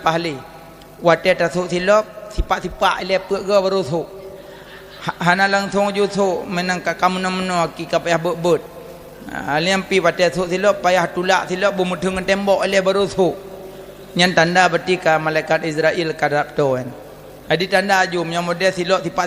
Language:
Achinese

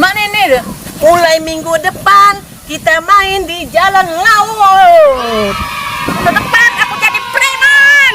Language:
Musi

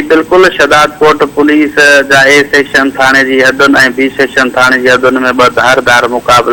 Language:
Sindhi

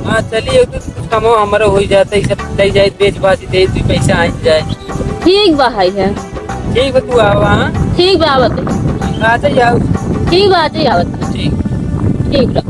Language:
Awadhi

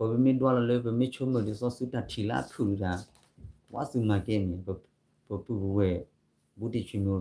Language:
S'gaw Karen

